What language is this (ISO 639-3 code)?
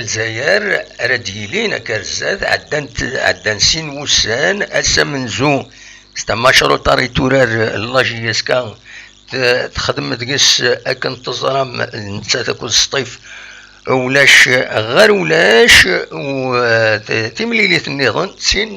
kab